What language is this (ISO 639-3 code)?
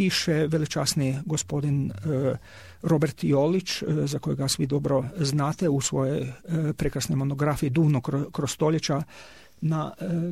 hrv